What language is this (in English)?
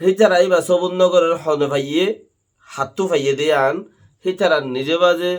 Rohingya